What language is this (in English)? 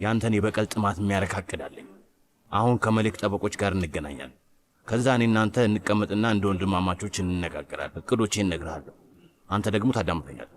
Amharic